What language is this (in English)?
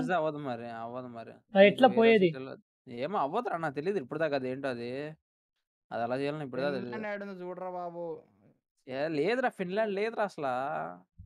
Telugu